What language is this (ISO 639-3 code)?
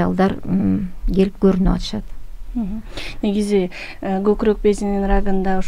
kir